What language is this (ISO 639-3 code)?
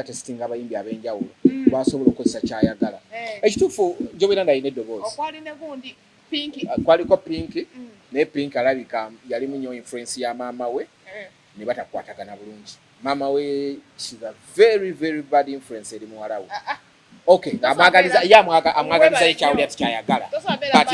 lug